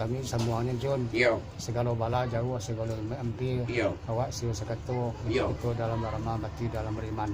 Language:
Minangkabau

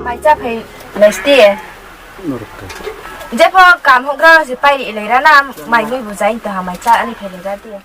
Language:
Riang (India)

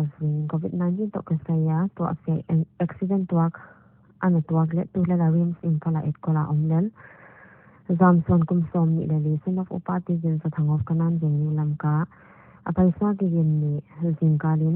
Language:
Paite Chin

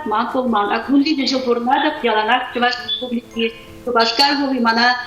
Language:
Chuvash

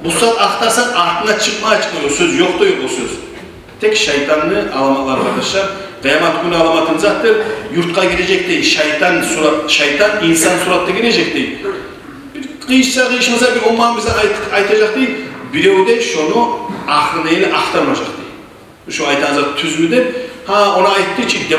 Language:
Kumyk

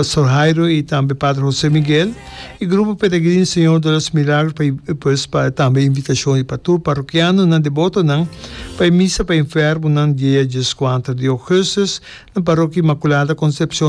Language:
Papiamento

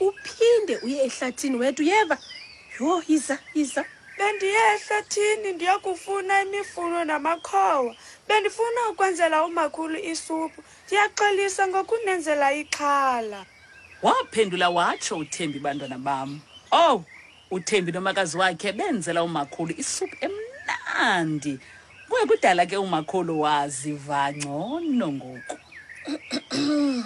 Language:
Xhosa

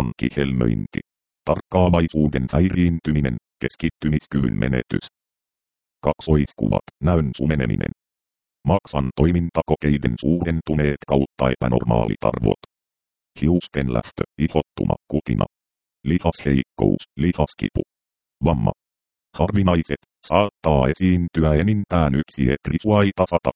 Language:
Finnish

